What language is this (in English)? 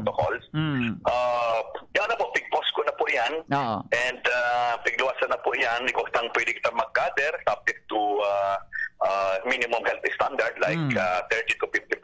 Bikol